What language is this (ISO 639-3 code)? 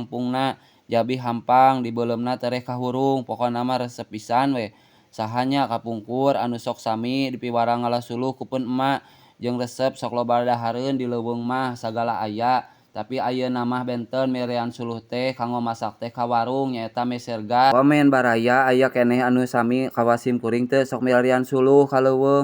sun